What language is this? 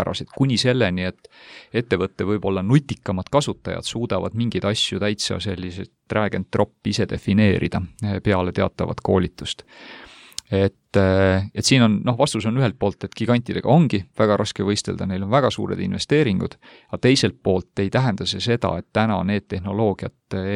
Estonian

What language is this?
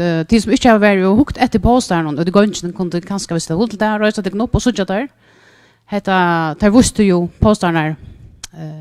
Faroese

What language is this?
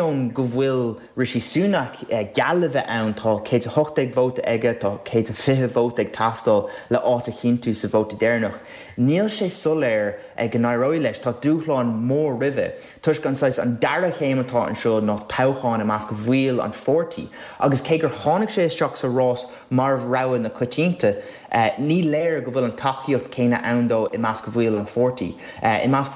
Irish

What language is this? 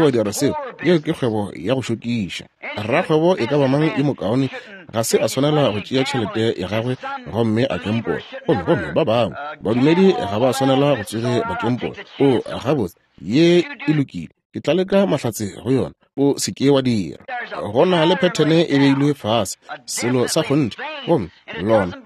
Northern Sotho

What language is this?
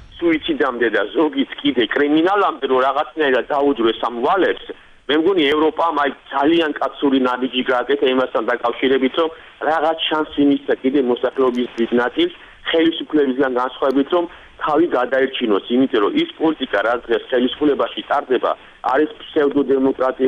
Georgian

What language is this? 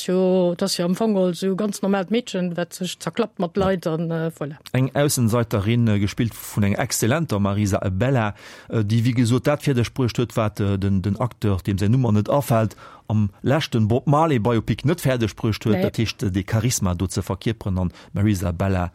Luxembourgish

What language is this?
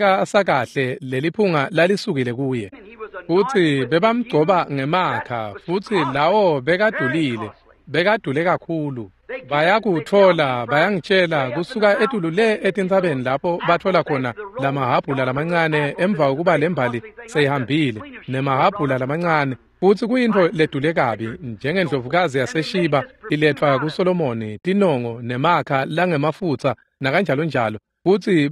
Swati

